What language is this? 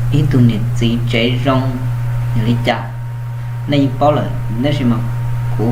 Hmong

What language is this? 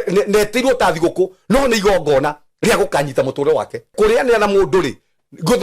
Kikuyu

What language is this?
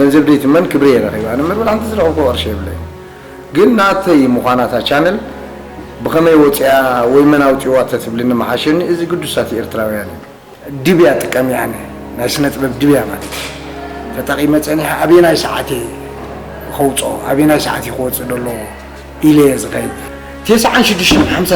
Tigrinya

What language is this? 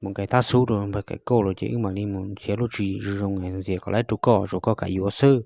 Hmong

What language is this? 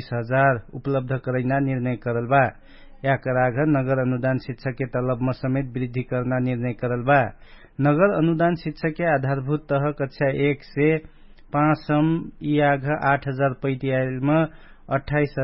Dangaura Tharu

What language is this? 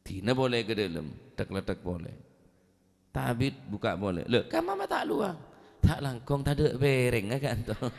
Madurese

